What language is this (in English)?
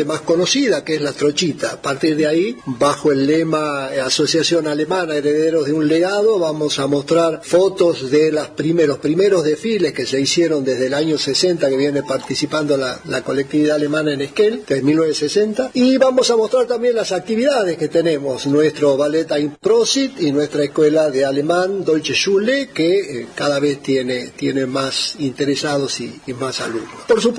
Spanish